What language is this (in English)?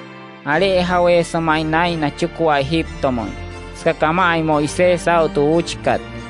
Wayuu